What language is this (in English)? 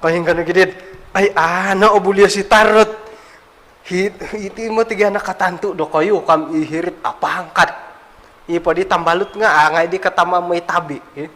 Central Dusun